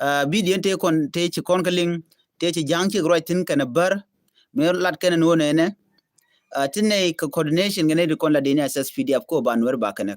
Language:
Nuer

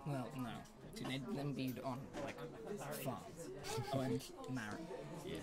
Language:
Welsh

